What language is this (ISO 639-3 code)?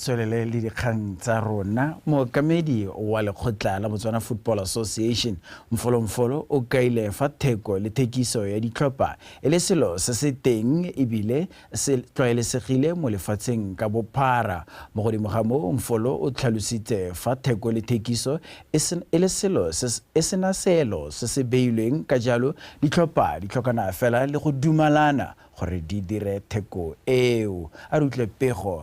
tsn